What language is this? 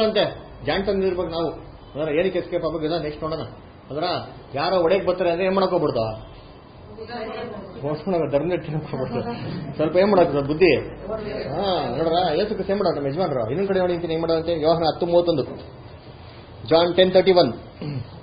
Kannada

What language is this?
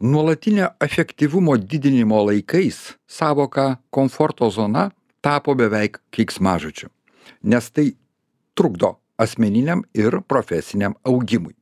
Lithuanian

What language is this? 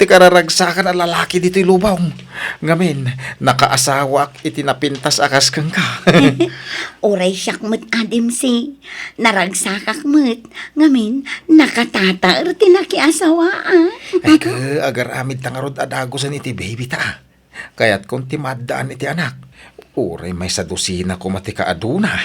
Iloko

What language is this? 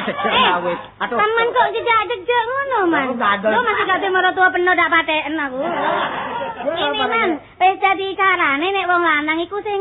Javanese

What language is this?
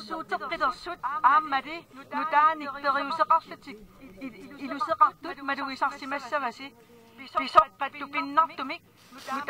Kalaallisut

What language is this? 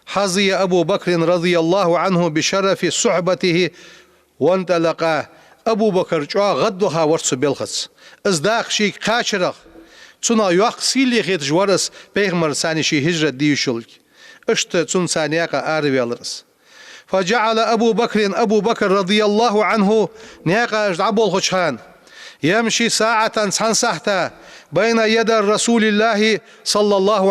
Ingush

